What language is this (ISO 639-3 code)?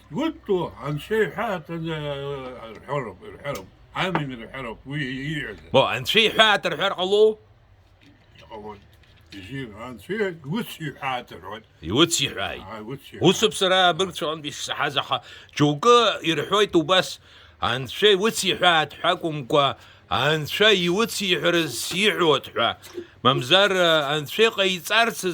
abk